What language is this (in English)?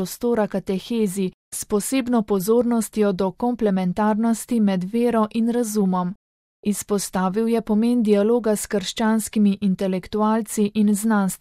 Slovenian